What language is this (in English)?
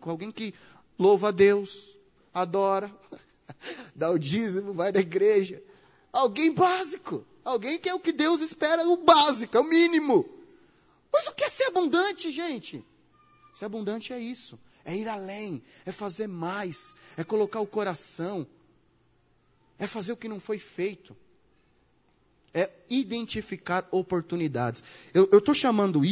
Portuguese